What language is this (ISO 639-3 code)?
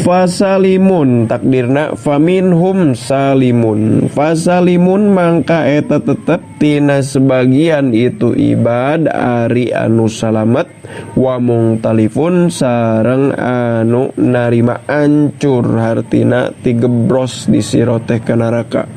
sun